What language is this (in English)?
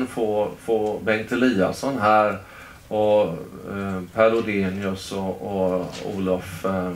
Swedish